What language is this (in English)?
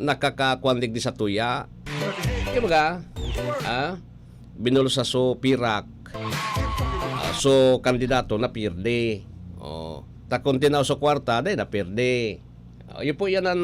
Bikol